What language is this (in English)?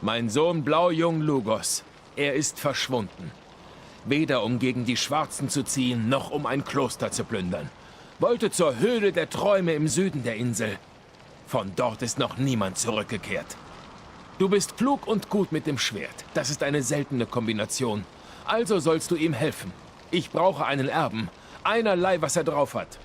Swiss German